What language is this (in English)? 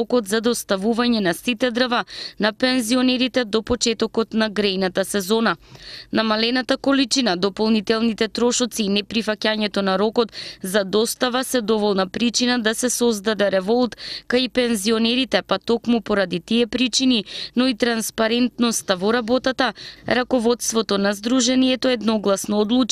Macedonian